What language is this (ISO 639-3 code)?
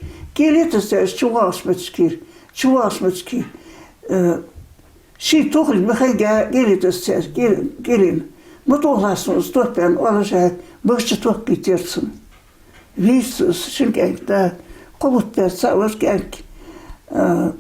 inh